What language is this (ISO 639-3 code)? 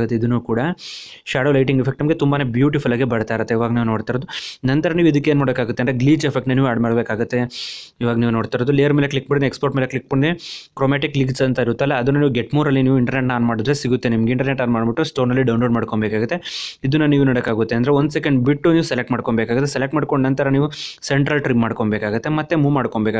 kan